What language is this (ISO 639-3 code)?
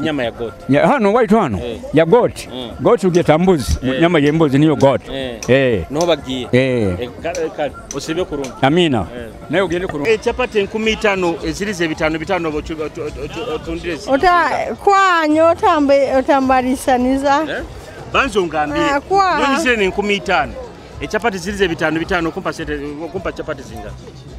nyo